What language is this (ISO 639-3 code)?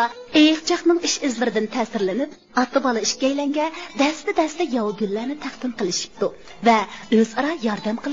uig